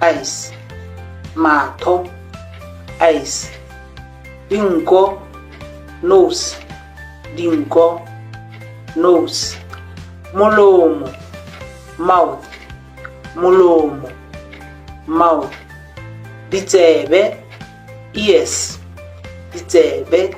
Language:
Tswana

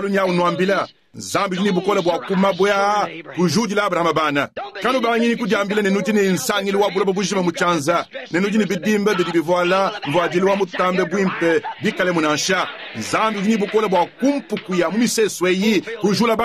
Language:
Luba-Lulua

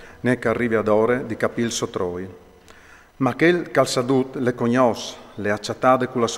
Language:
Friulian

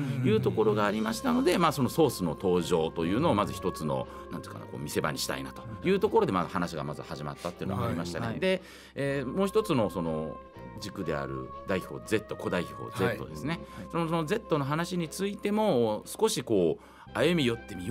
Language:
Japanese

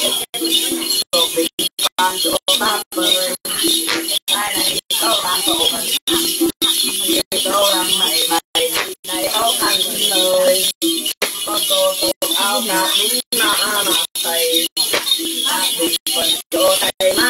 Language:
Vietnamese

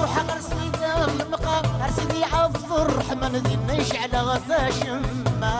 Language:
Kabyle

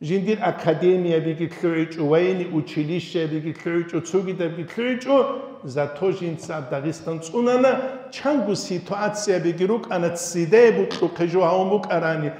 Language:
Avaric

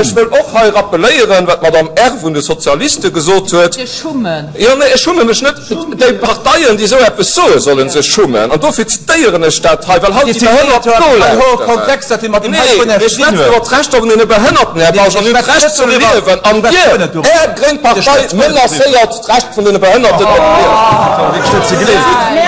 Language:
Luxembourgish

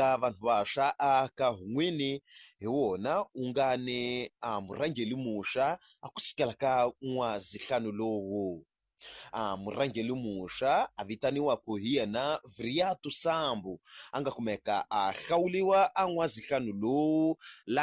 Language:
Tsonga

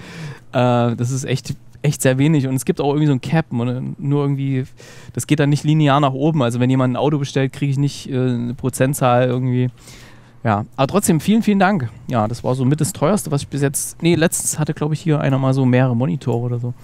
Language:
German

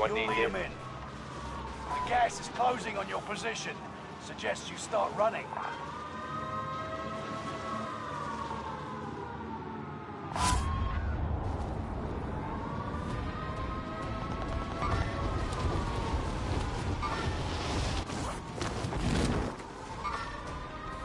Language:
English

